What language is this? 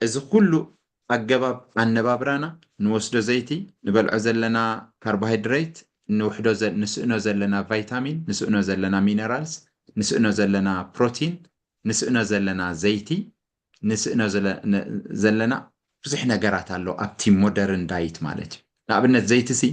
Tigrinya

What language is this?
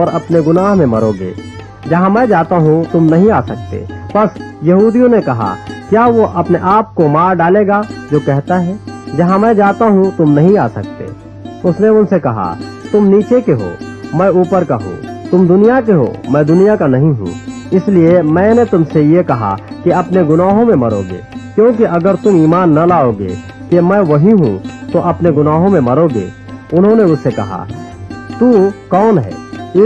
Urdu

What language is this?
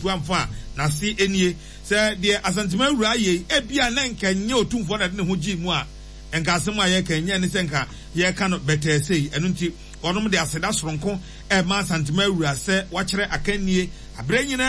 Akan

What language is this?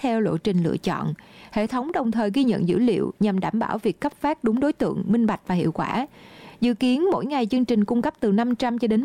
Vietnamese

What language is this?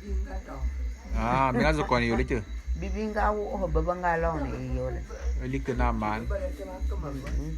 Bulu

